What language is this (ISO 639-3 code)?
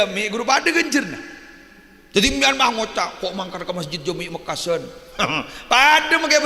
mad